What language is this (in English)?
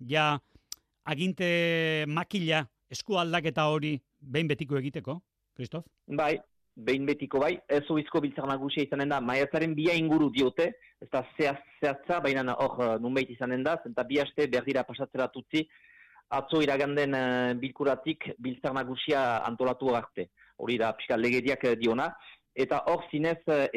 Basque